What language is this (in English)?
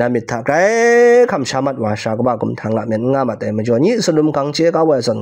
Kachin